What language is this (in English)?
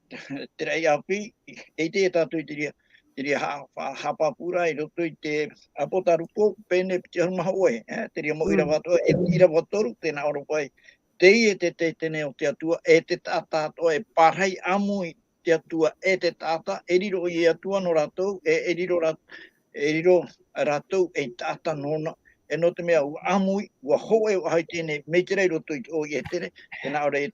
Tahitian